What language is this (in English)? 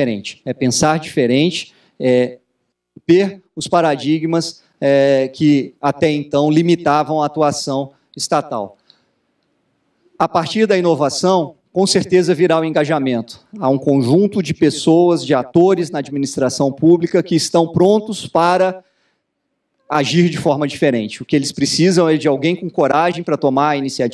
Portuguese